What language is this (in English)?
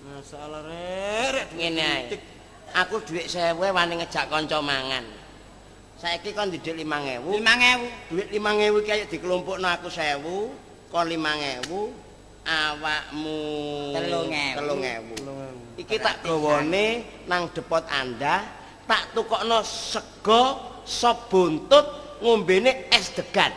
Javanese